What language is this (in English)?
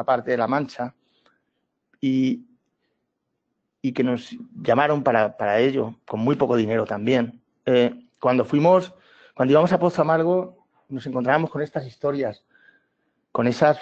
Spanish